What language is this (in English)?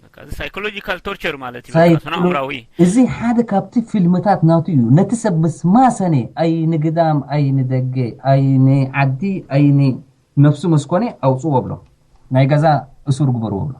Tigrinya